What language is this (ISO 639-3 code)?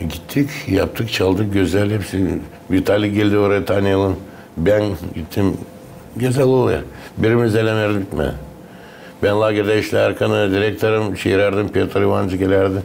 gag